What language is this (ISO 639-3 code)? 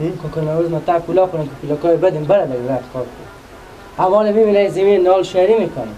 fas